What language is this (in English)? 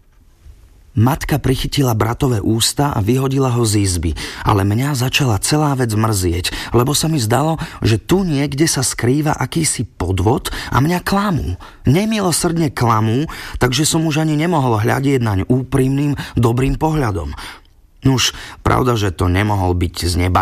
Slovak